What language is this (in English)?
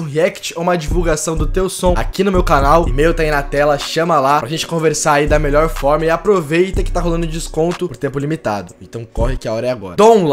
Portuguese